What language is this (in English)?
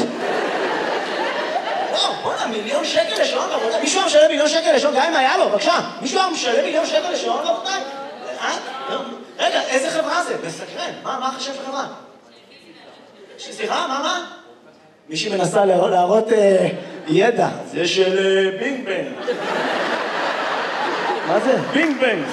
Hebrew